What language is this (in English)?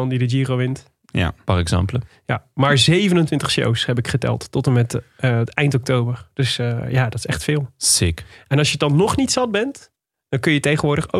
Dutch